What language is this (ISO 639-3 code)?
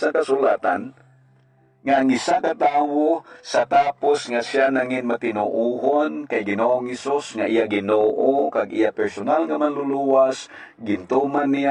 hil